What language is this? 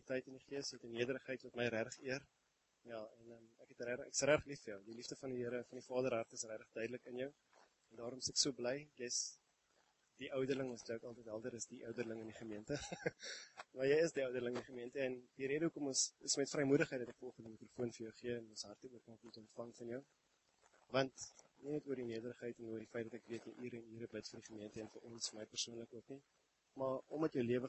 Afrikaans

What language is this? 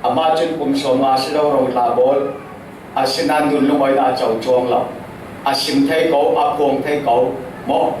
Falam Chin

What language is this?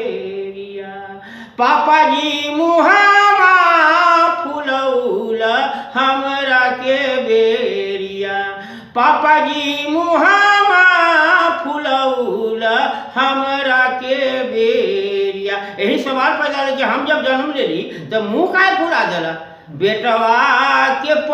Magahi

